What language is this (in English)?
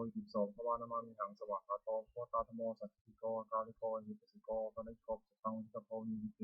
Pali